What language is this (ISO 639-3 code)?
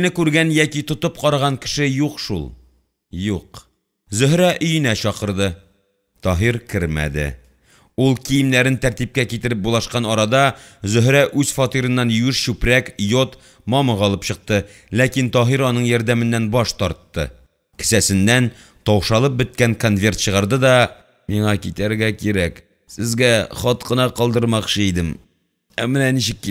tat